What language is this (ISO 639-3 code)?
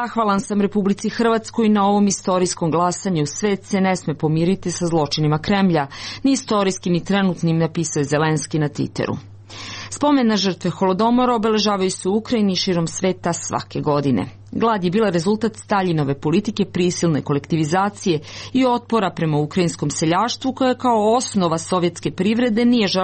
srp